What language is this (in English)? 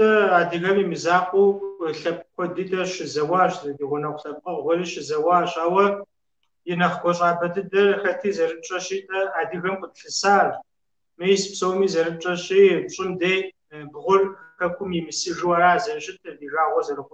Kabardian